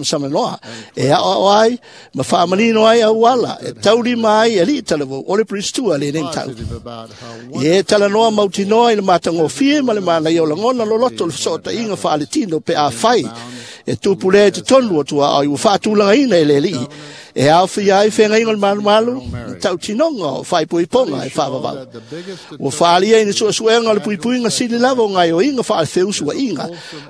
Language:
Samoan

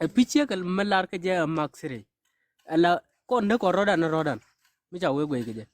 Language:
Nuer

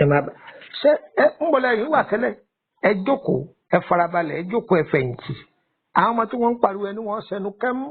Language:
Yoruba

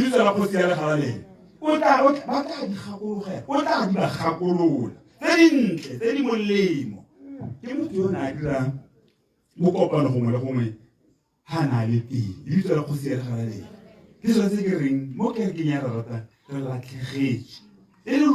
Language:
Tswana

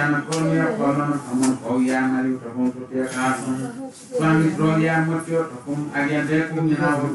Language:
Newari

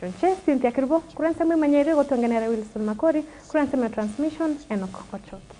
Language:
Gusii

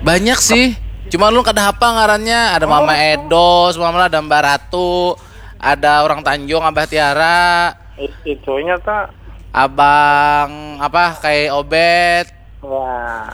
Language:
Banjar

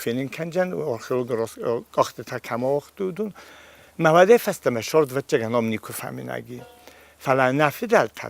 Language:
Ossetic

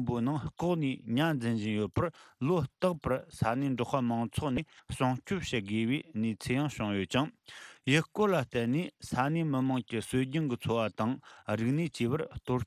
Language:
Tibetan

